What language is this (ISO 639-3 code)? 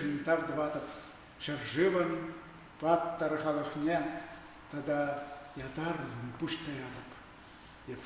chv